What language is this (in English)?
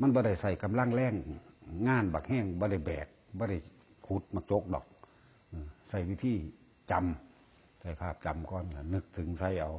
Northeastern Thai